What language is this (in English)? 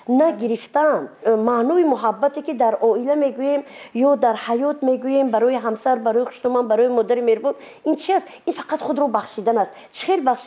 Tajik